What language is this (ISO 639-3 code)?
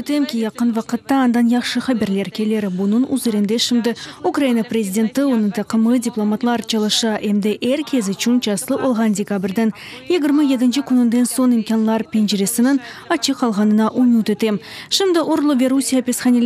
crh